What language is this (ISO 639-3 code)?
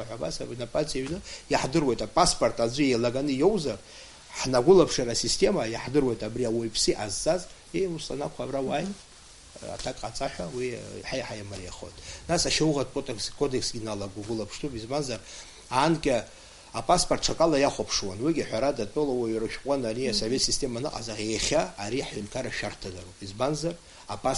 abk